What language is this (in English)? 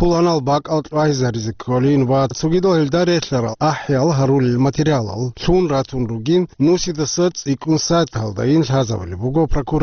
Avaric